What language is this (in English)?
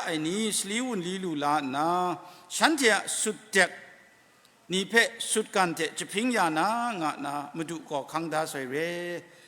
Kachin